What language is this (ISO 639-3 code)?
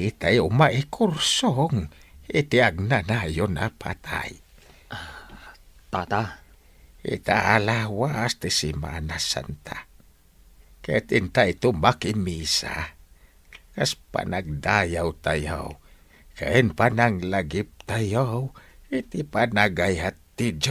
ilo